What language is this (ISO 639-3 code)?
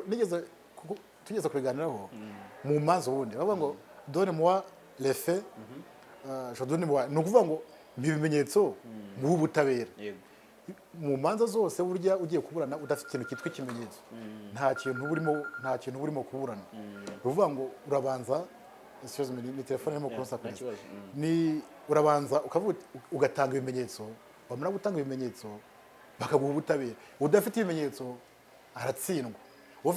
kin